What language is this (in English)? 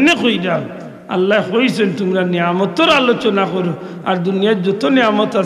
Sylheti